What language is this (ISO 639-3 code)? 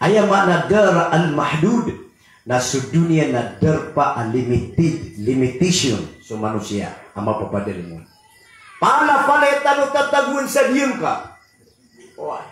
mrw